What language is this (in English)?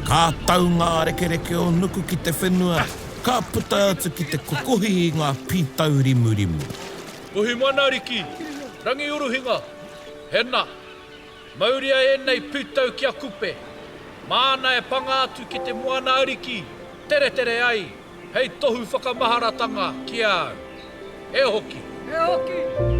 Māori